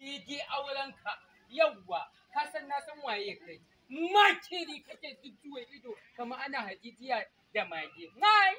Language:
Hausa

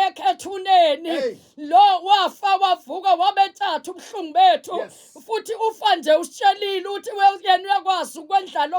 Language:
Zulu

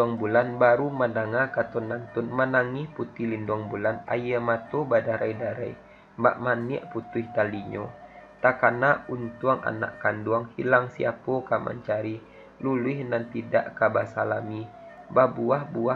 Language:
Minangkabau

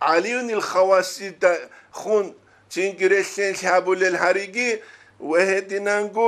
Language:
Avaric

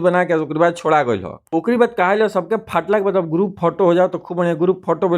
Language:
Bhojpuri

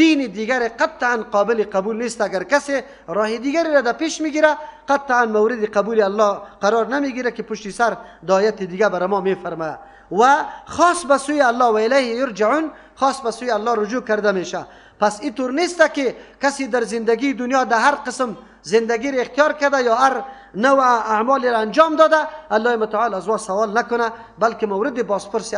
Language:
Persian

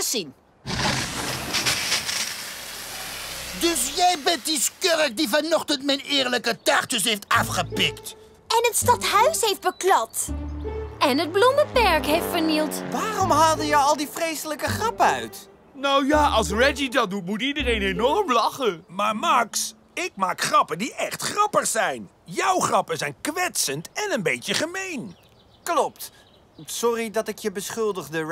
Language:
Dutch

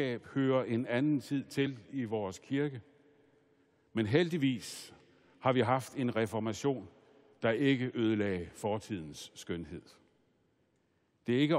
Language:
Danish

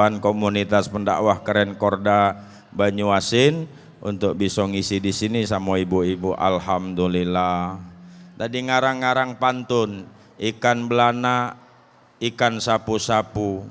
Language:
Musi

